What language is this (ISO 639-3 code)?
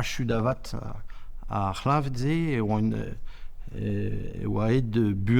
bre